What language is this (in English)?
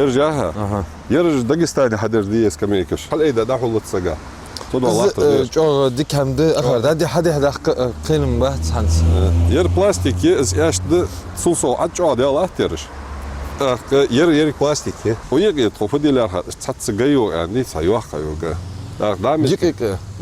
Ingush